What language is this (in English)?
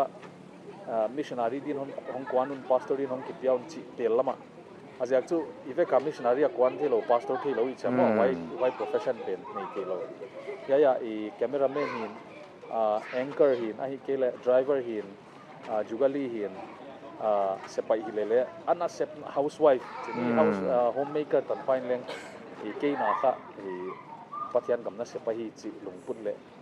Paite Chin